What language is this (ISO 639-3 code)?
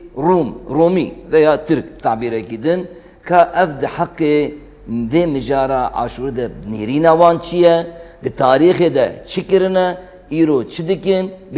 kur